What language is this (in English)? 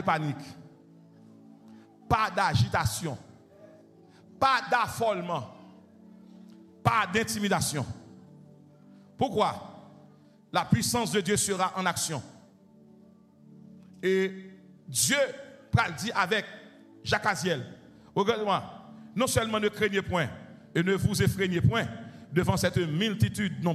French